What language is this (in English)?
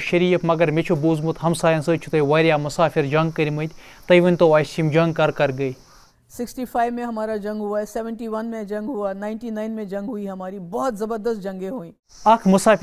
Kashmiri